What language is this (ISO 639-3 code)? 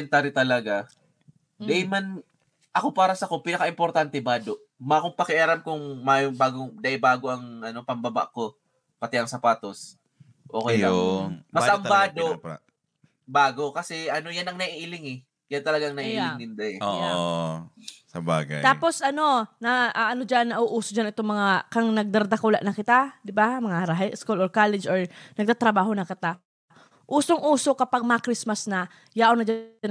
bik